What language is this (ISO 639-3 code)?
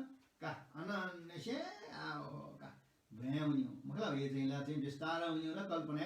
new